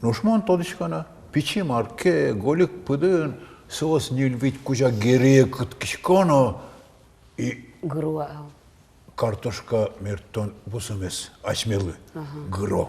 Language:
Udmurt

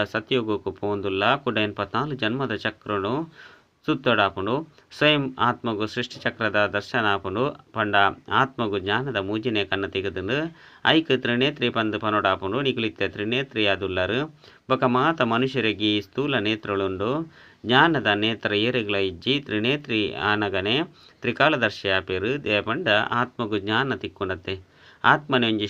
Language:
Tulu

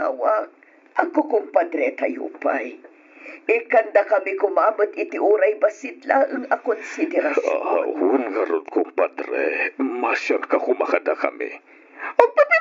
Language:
Iloko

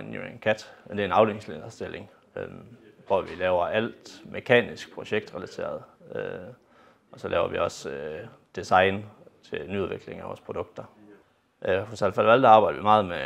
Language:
Danish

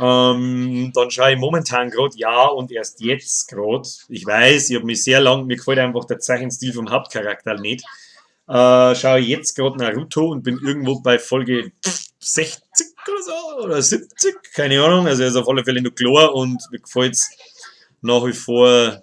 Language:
Bavarian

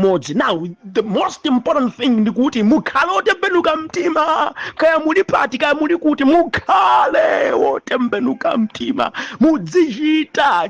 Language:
Nyanja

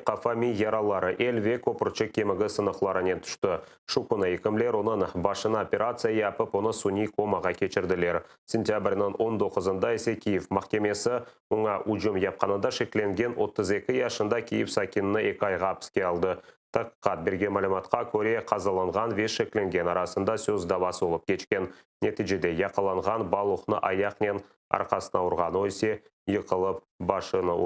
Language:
Crimean Tatar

